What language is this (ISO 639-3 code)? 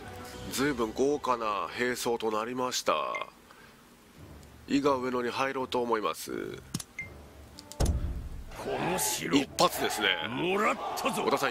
jpn